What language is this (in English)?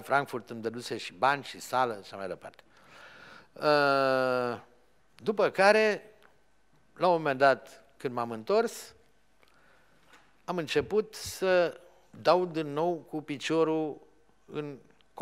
Romanian